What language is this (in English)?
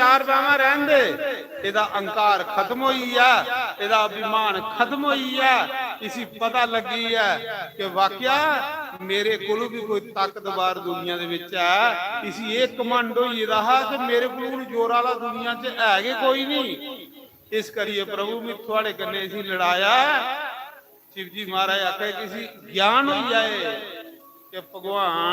Dogri